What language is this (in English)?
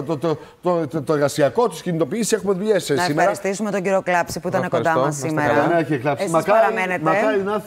Greek